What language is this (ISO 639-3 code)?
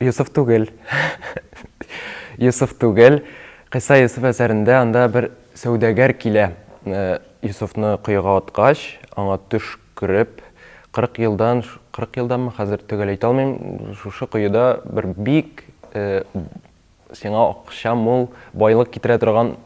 tat